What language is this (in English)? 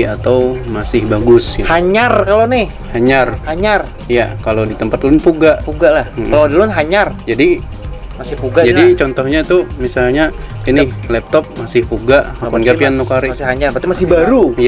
Banjar